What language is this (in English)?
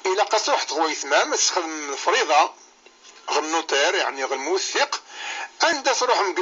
Kabyle